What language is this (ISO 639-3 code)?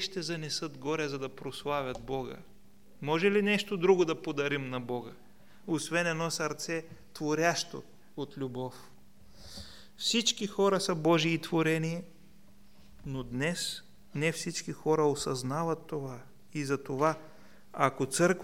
bul